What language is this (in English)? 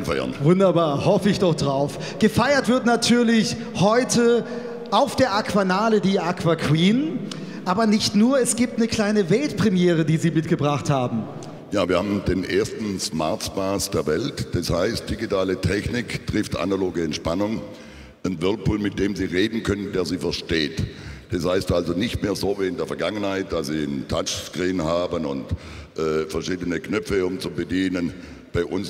German